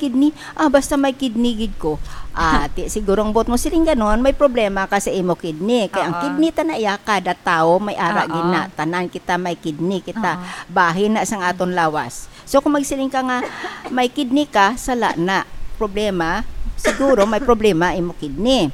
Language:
Hiligaynon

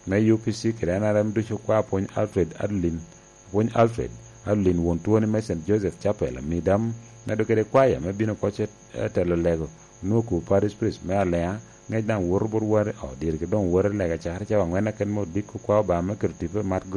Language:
Lango (Uganda)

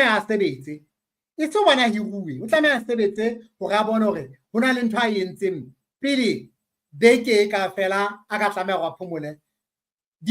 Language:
Southern Sotho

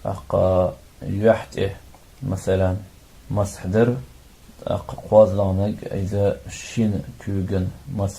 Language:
Chechen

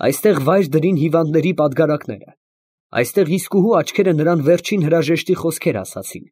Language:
Armenian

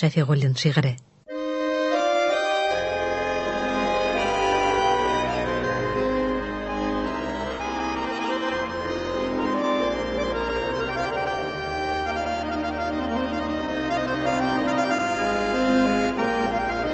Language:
Tatar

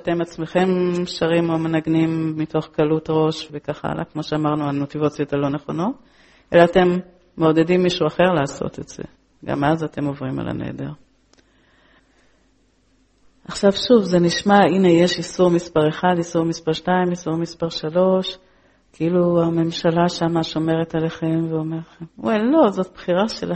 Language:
Hebrew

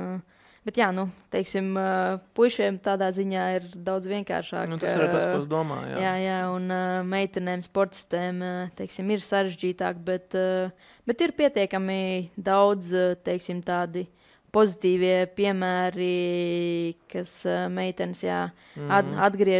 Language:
Latvian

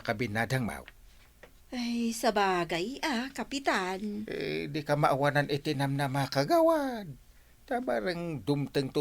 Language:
Iloko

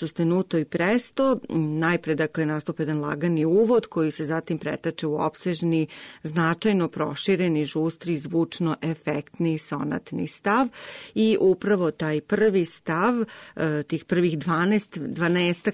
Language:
Serbian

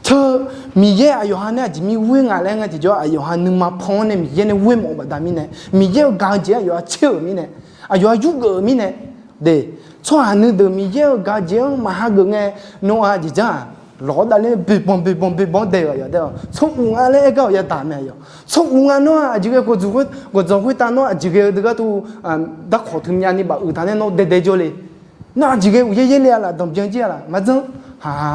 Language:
Akha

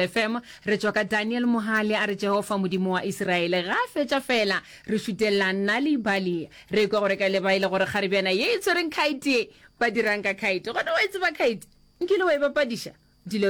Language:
Northern Sotho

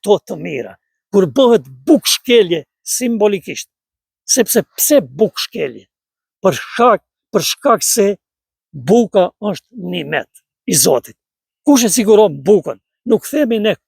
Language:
Albanian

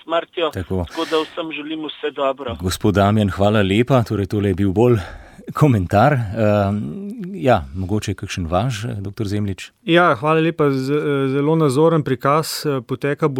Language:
Slovenian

